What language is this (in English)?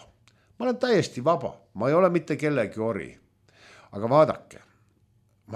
Estonian